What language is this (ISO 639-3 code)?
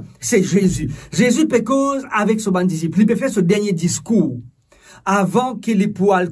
mfe